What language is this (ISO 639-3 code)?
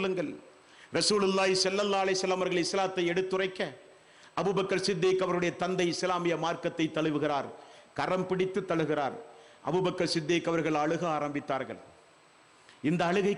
tam